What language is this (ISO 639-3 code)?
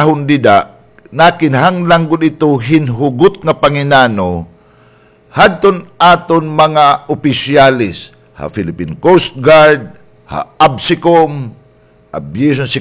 war